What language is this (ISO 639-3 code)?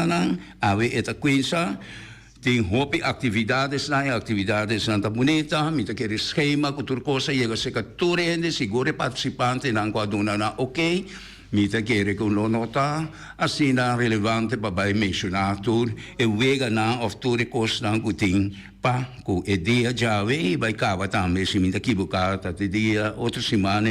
pap